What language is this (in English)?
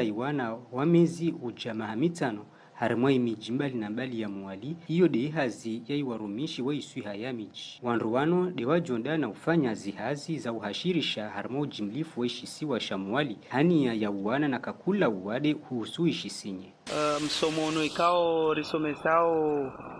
Ngazidja Comorian